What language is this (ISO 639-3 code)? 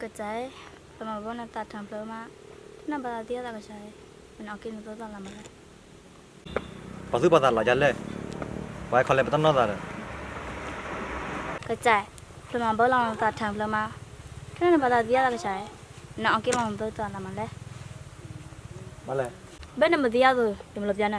ksw